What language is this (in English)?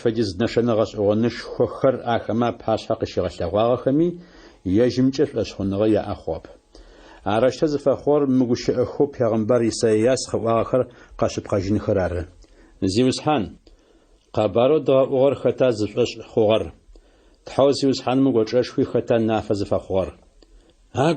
Adyghe